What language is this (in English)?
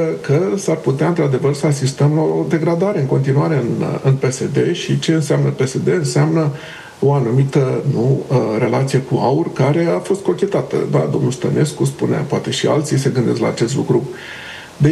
Romanian